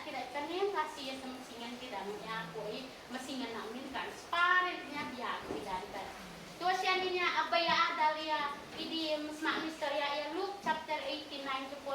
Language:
Isnag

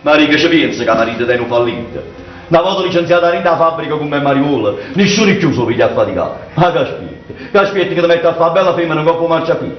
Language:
Neapolitan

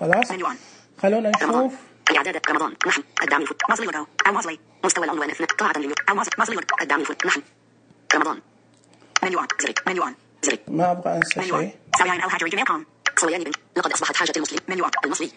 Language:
Najdi Arabic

